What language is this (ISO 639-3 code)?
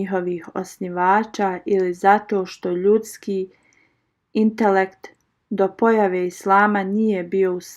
bos